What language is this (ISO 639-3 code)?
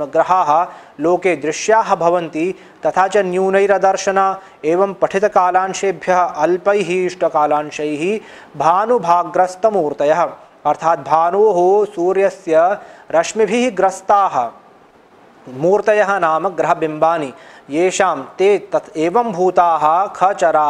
san